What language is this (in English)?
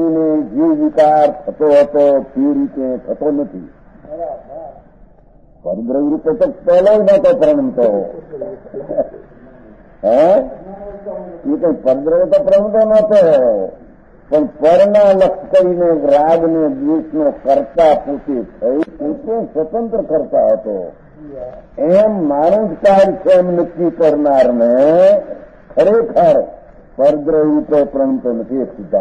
Gujarati